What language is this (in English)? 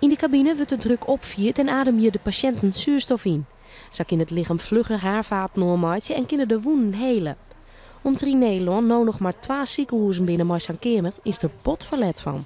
Western Frisian